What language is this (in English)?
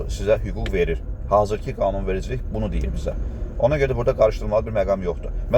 Azerbaijani